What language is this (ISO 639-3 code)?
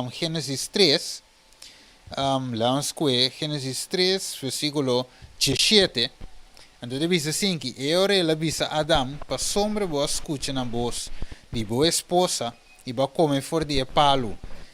pap